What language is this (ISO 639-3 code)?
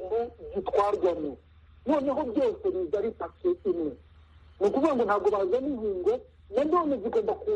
kin